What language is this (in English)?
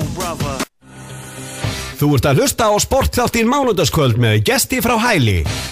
Icelandic